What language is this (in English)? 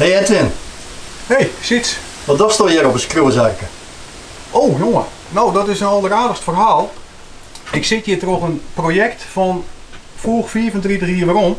Western Frisian